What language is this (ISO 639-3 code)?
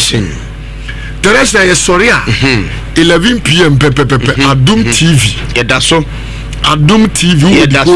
aka